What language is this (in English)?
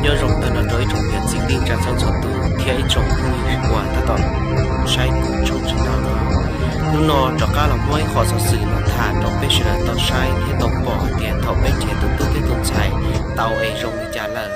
Hmong